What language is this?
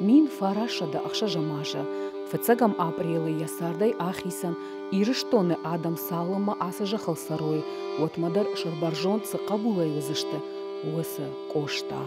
Ossetic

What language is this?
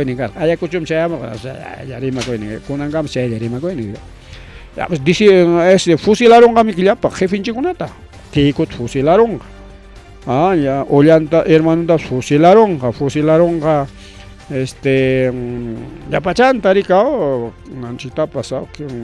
Ayacucho Quechua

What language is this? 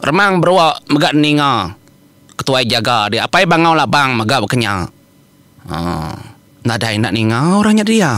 Iban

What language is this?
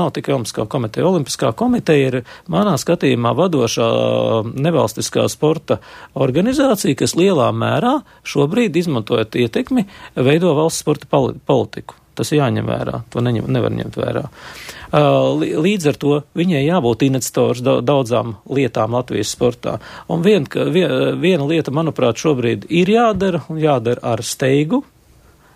Latvian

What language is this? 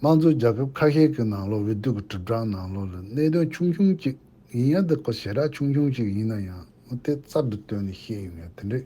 Tibetan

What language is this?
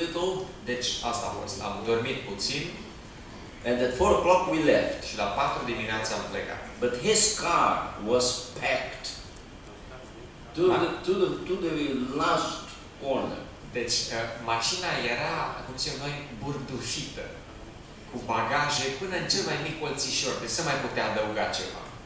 Romanian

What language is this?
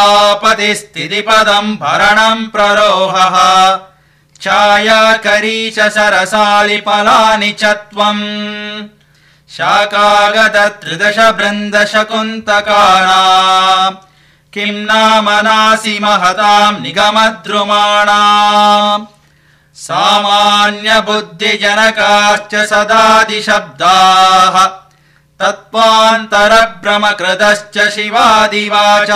Sanskrit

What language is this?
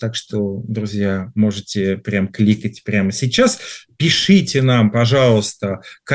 Russian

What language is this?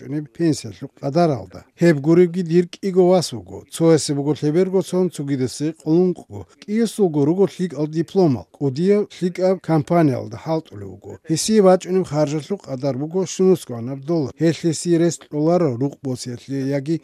Avaric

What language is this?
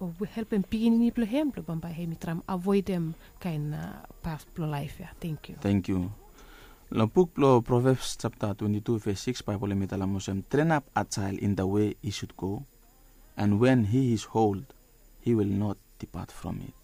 Bislama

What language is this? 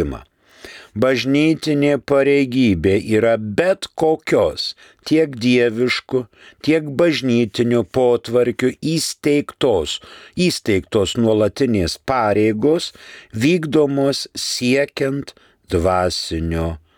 Lithuanian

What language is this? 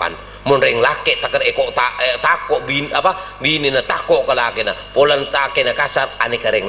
Madurese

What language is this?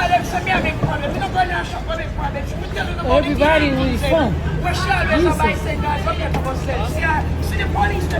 Jamaican Creole English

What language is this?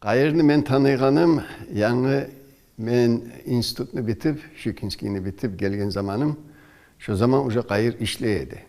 Kumyk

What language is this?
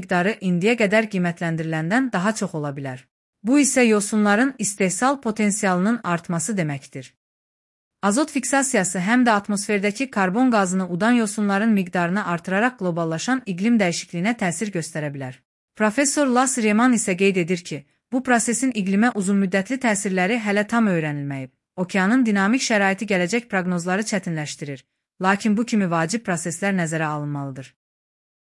Azerbaijani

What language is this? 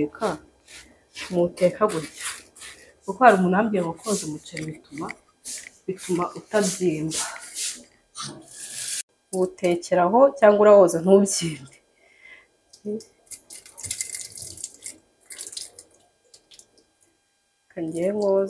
Kinyarwanda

